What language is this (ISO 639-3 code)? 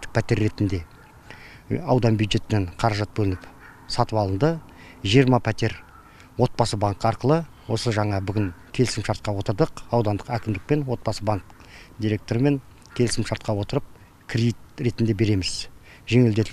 kaz